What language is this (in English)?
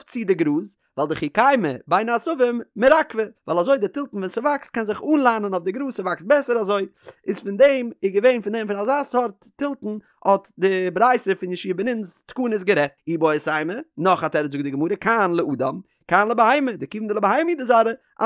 Yiddish